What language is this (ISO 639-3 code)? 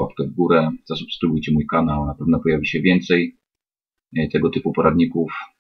pol